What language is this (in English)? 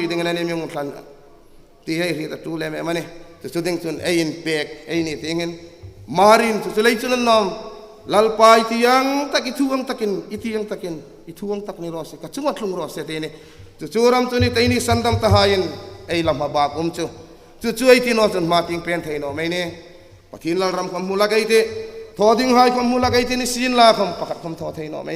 Hmar